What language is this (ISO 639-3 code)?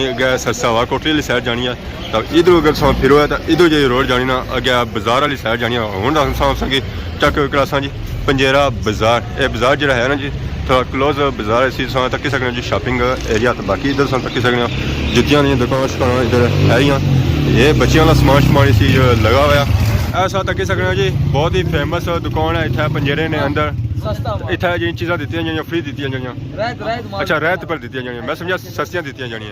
phr